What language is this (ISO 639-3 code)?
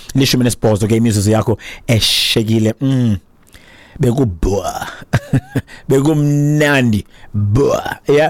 xho